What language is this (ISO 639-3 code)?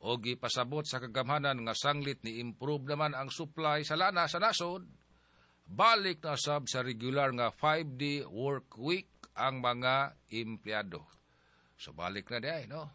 ceb